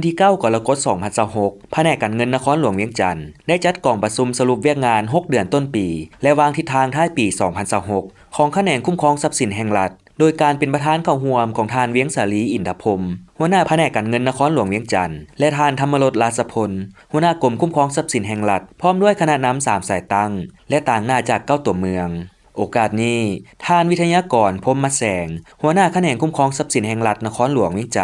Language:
Lao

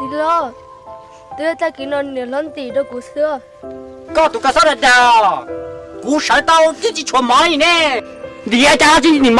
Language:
Hmong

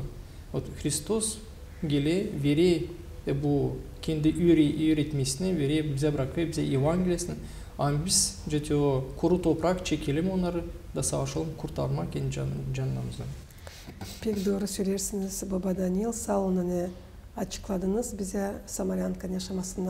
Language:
Gagauz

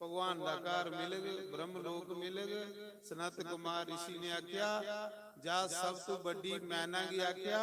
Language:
Dogri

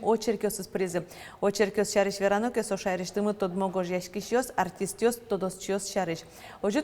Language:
Udmurt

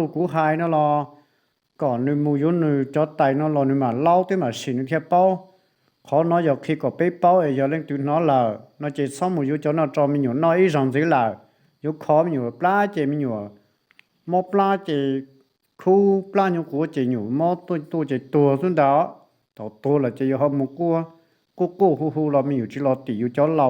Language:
Hmong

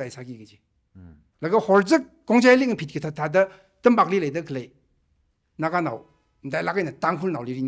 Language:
Tangkhul Naga (India)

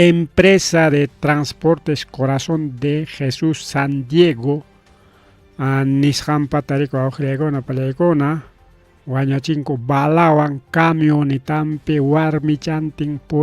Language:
Ayacucho Quechua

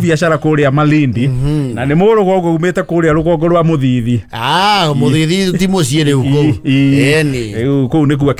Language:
Kikuyu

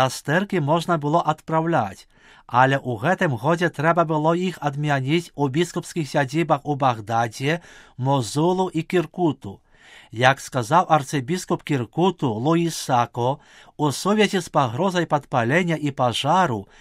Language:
Belarusian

